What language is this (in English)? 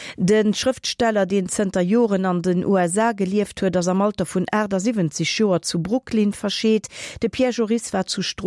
Luxembourgish